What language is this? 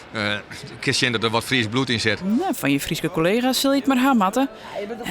Western Frisian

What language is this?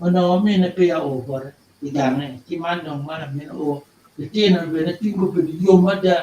Acoli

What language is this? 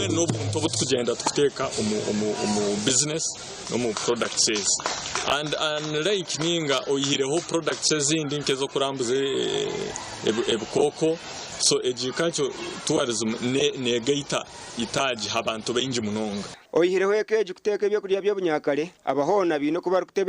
Nyankole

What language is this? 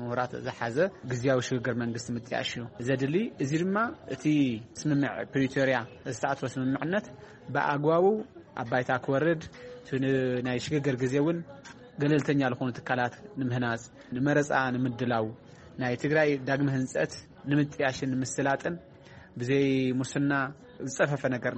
Tigrinya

